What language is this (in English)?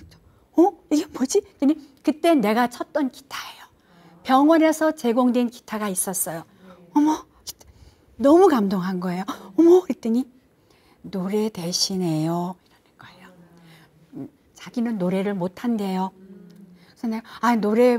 Korean